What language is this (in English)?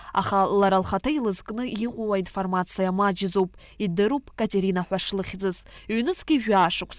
Abkhazian